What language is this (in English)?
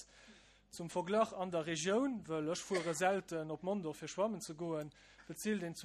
Luxembourgish